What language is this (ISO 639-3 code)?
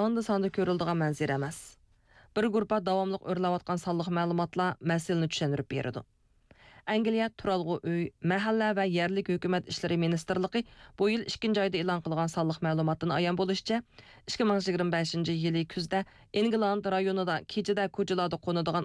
uig